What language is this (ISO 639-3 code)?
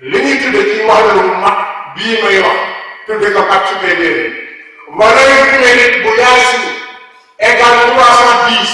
wol